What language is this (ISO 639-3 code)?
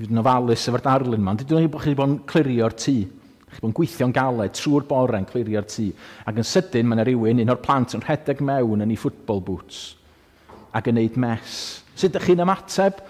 cym